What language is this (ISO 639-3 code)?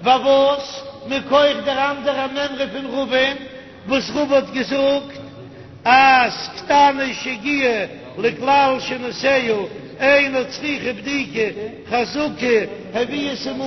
yid